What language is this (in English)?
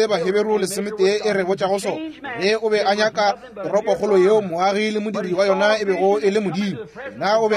Northern Sotho